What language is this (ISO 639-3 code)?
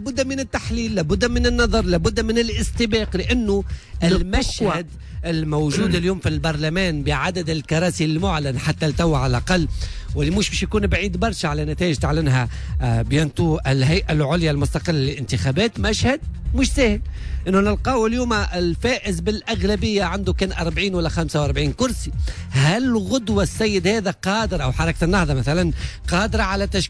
aeb